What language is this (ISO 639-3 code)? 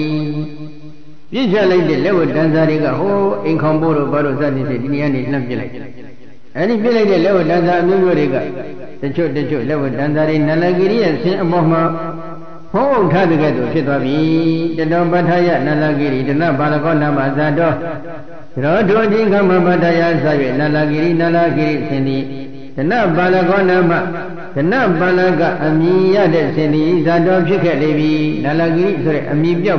mya